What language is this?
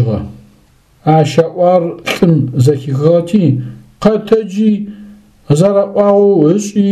Adyghe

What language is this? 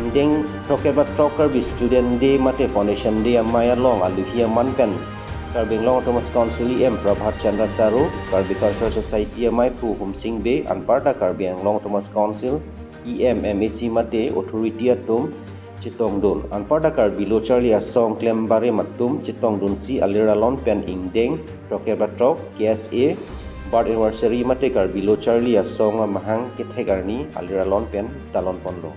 Karbi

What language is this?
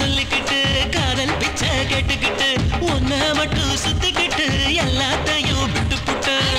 Tamil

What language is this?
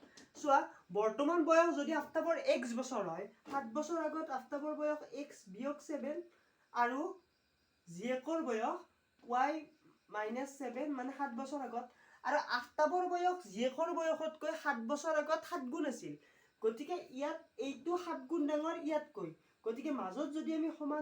Assamese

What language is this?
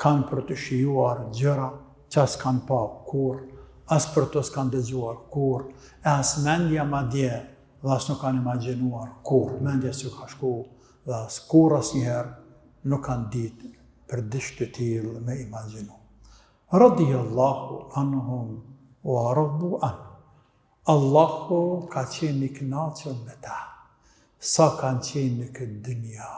Albanian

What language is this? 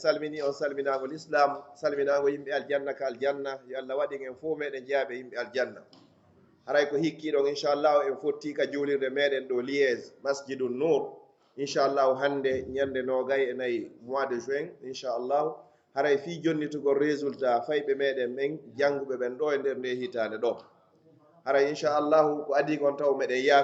Pular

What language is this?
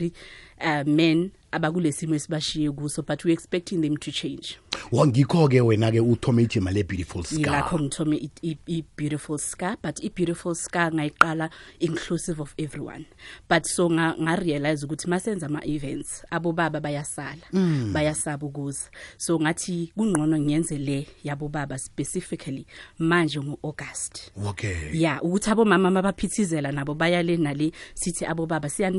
South Ndebele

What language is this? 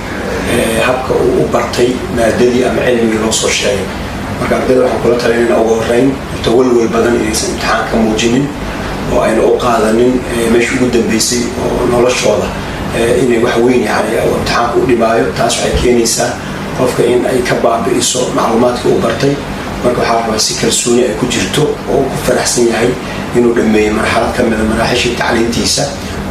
Somali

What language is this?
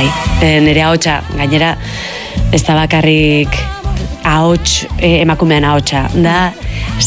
Basque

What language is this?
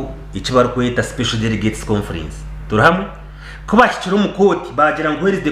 Nyankole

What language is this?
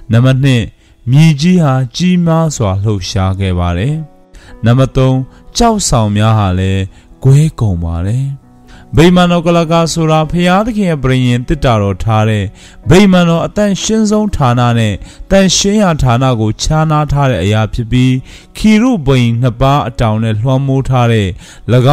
Burmese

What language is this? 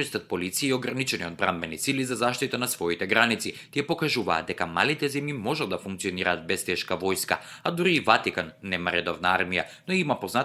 Macedonian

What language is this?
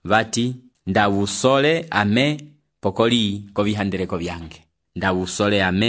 Umbundu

